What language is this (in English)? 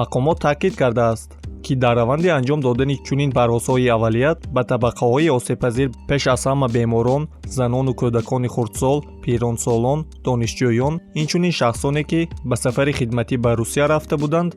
Tajik